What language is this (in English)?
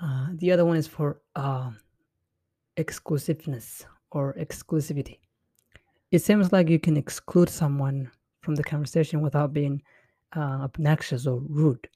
English